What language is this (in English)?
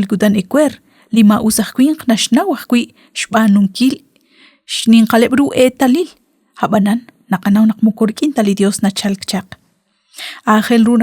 Kekchí